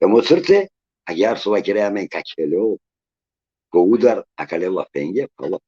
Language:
Balkan Romani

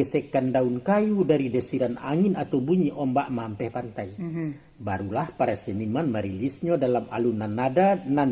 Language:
Minangkabau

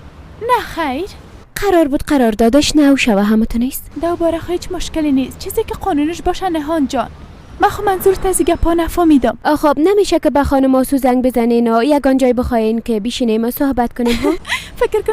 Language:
Persian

